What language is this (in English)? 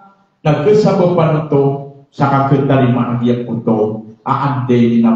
Maranao